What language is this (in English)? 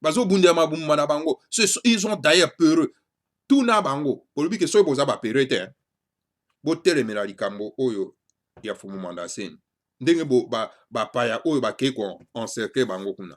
Lingala